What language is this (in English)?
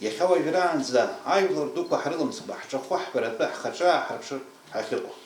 Abkhazian